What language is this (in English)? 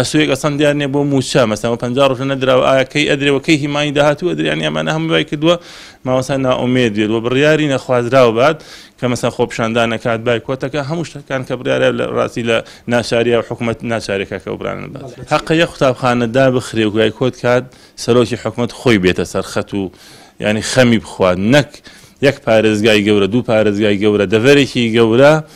Central Kurdish